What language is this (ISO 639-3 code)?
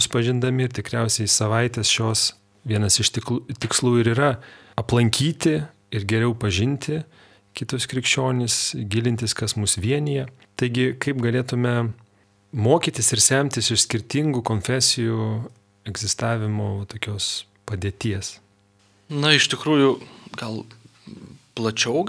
lit